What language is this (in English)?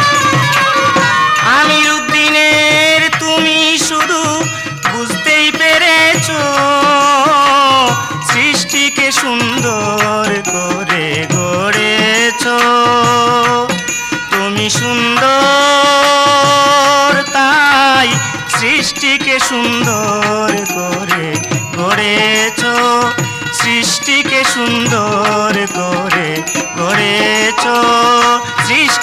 Bangla